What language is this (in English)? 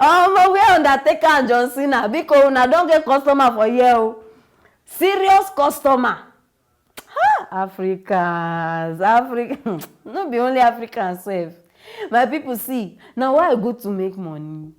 Nigerian Pidgin